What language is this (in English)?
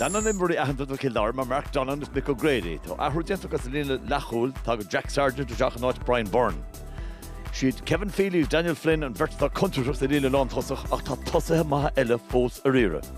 Irish